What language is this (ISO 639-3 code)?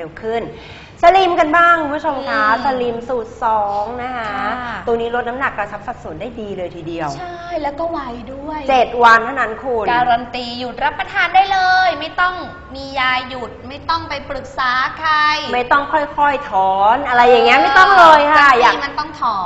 tha